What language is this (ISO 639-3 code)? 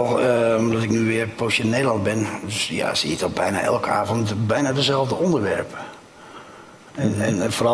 nld